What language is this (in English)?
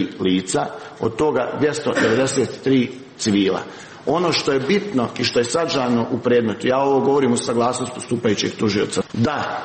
Serbian